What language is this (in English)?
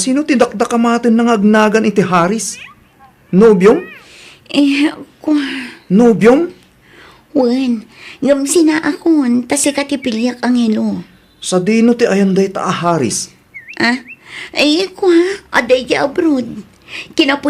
Iloko